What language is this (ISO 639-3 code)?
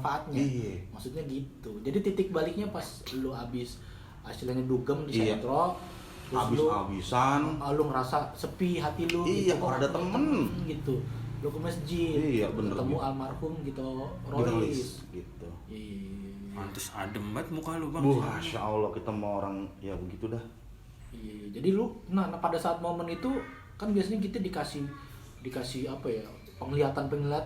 bew